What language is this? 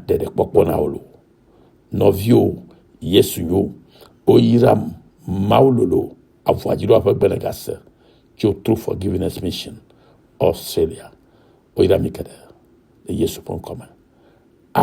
Ewe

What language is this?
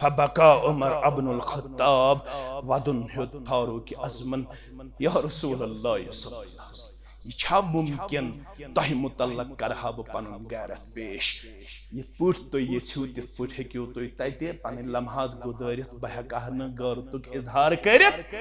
Kashmiri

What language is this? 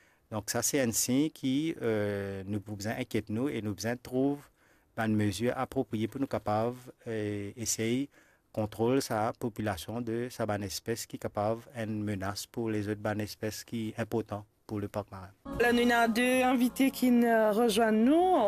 Morisyen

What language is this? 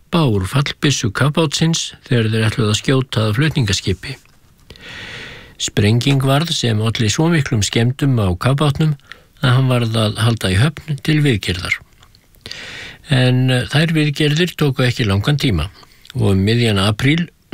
Icelandic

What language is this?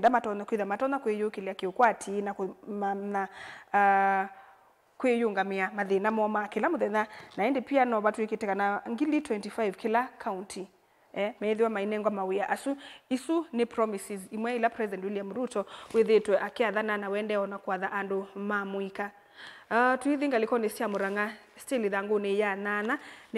Kamba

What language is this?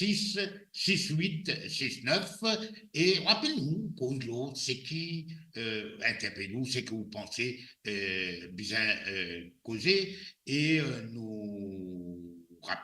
Morisyen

